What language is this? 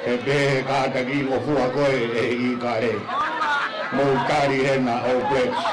Tongan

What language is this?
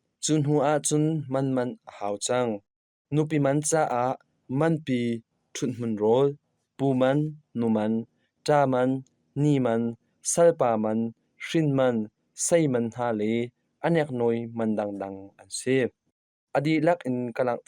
Hakha Chin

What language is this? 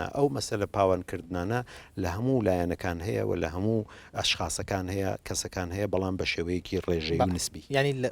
Central Kurdish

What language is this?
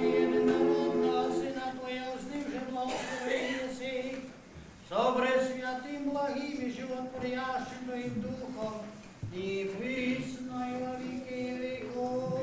Rusyn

